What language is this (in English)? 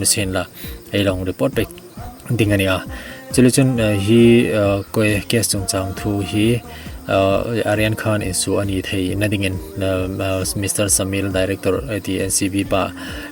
Hmar